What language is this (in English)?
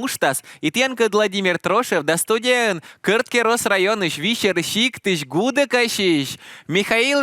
Komi